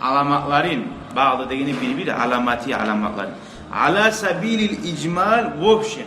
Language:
Kumyk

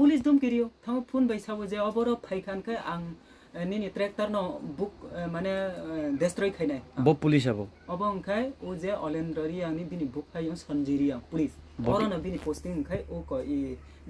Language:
Kok Borok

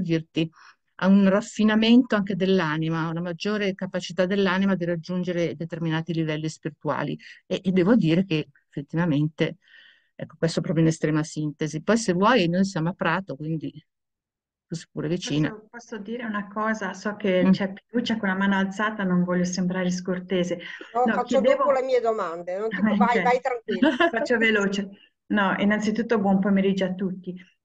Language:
Italian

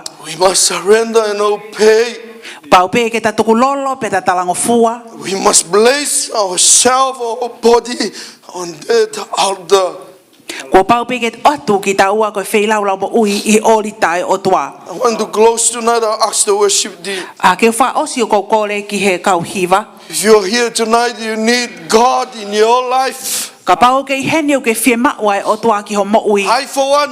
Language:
Tongan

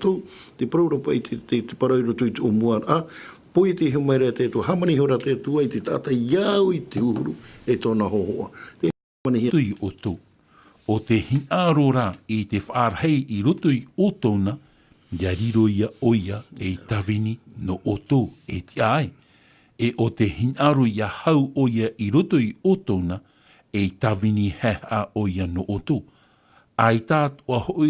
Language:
Tahitian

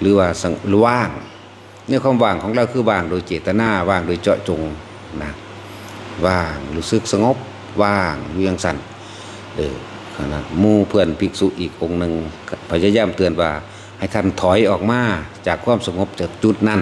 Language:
Northeastern Thai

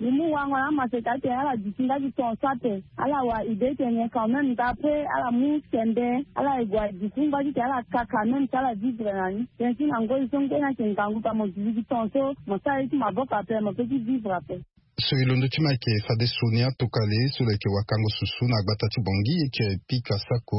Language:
Sango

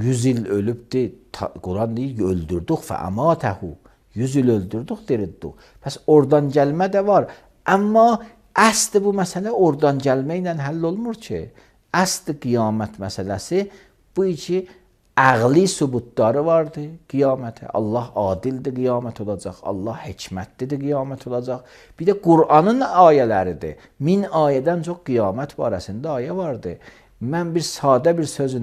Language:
Azerbaijani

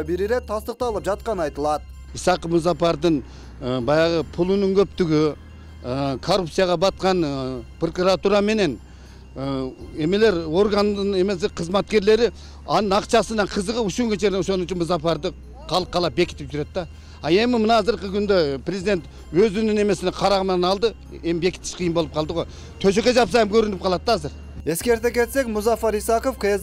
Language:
Kyrgyz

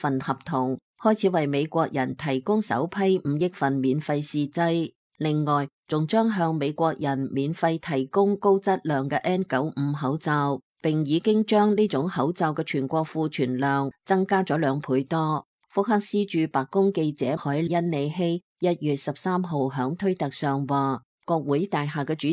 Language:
Cantonese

